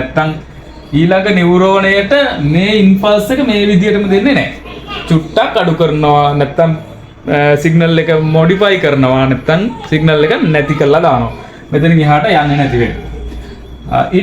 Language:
Sinhala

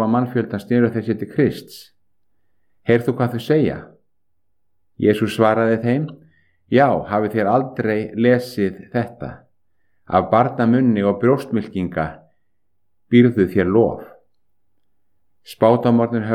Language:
Icelandic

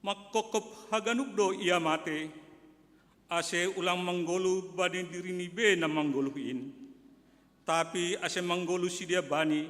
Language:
Batak Simalungun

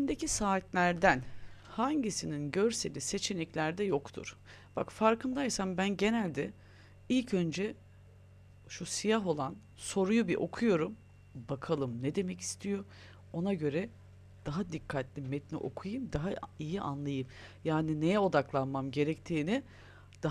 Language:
Turkish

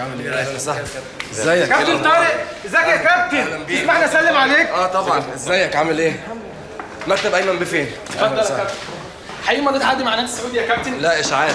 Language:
Egyptian Arabic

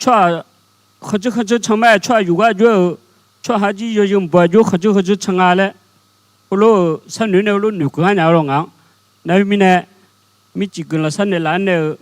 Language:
Akha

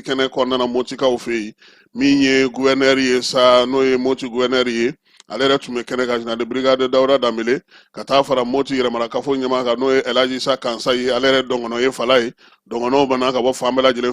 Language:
Bambara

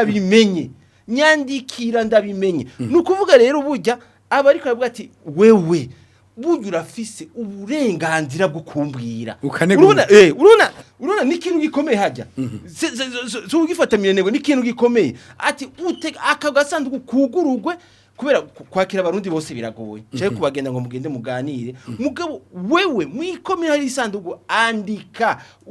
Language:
Rundi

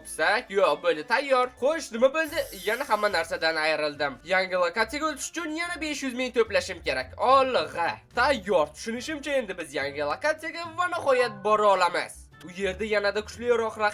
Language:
Uzbek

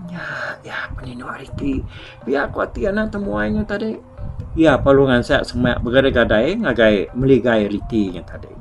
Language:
Iban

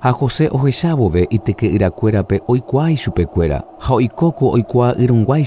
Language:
Guarani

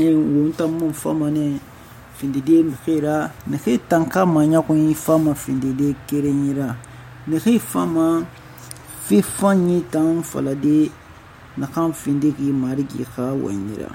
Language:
Susu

